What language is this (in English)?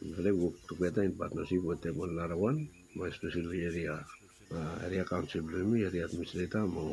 Bislama